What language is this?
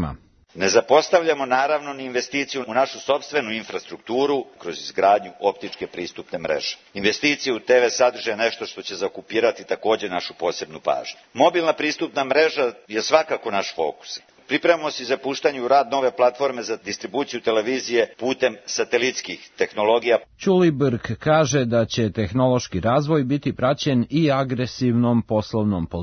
Serbian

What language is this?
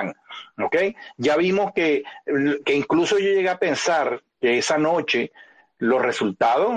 Spanish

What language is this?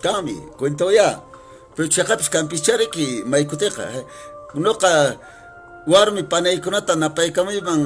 Quechua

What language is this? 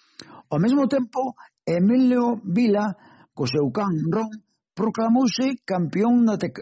Galician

